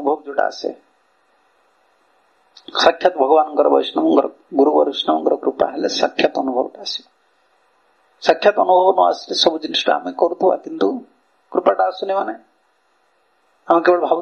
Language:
Odia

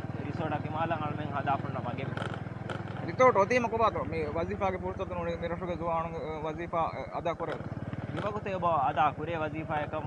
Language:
Divehi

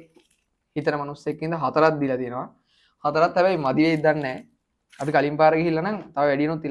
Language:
Sinhala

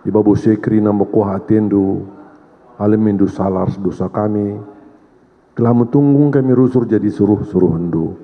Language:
Batak Karo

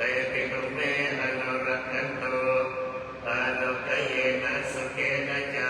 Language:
Pali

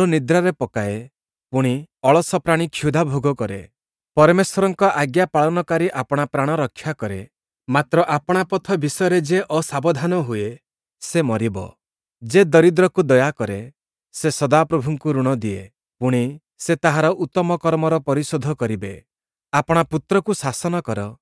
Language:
Odia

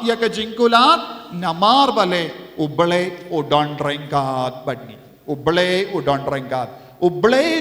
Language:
Khasi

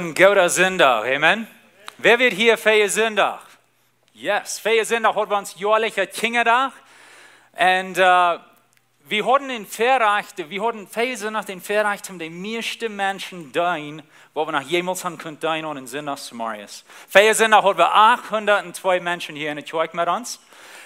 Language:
Plautdietsch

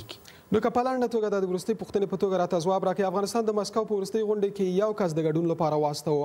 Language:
Pashto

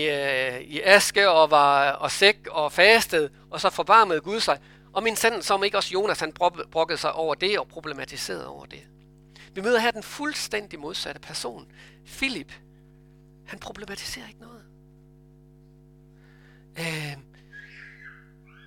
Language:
Danish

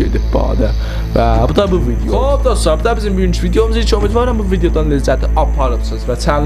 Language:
South Azerbaijani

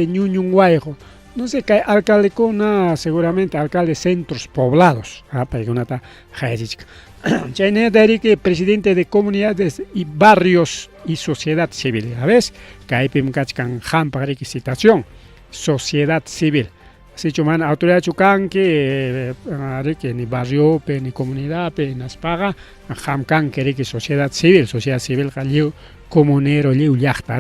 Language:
Ayacucho Quechua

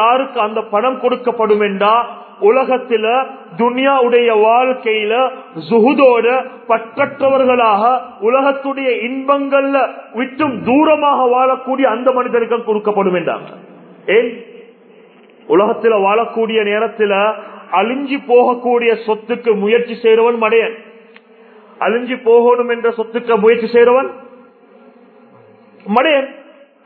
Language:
Tamil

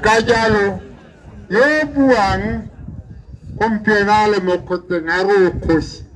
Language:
Tswana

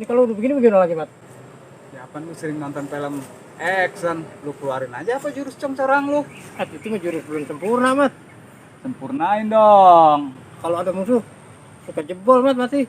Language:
Betawi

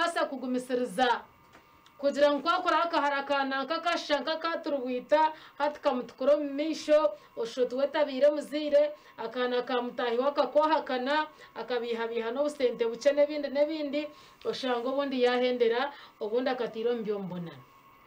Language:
Nyankole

